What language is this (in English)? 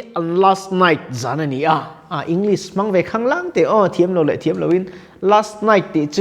Mizo